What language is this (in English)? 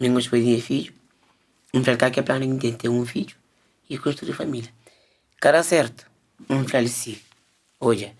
Kabuverdianu